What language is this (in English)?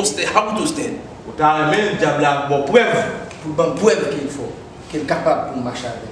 Haitian Creole